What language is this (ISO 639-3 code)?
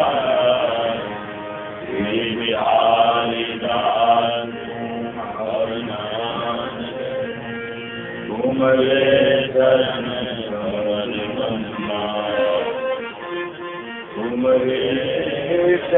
hin